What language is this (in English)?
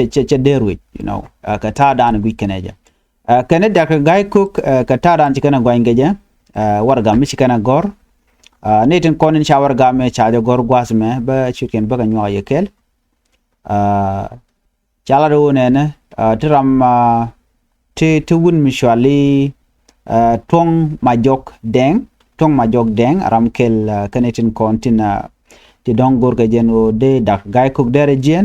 Nuer